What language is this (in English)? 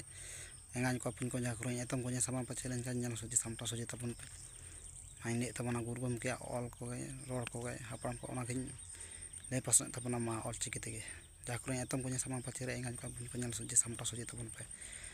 Santali